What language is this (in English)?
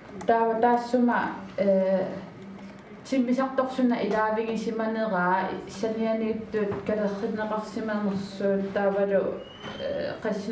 Kalaallisut